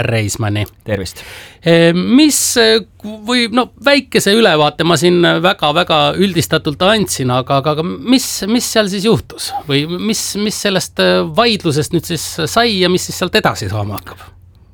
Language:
Estonian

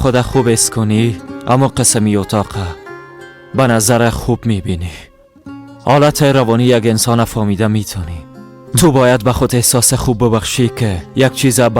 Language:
Persian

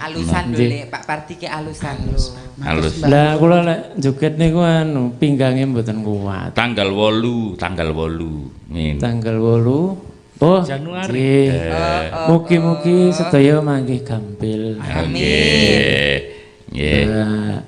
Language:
Javanese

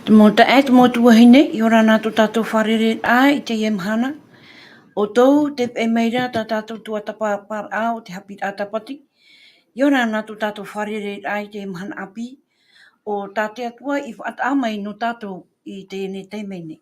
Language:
Tahitian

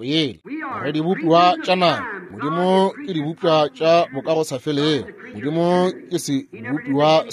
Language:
Northern Sotho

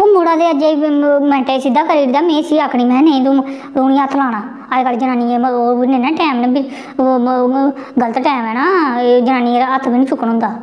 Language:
Dogri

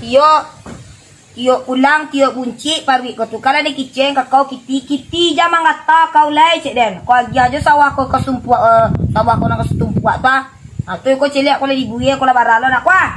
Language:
Minangkabau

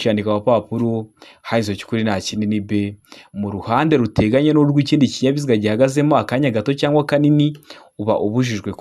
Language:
Kinyarwanda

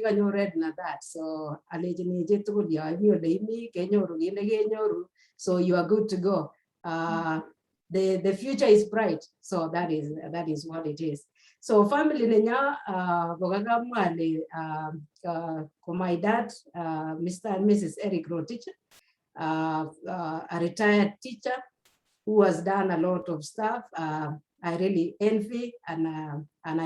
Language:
Kalenjin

